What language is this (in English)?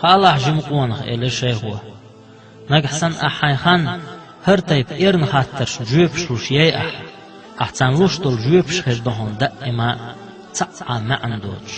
Chechen